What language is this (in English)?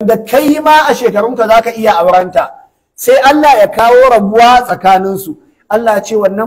Hausa